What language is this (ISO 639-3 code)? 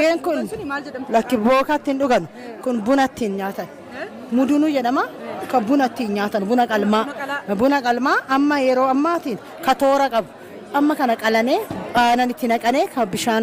orm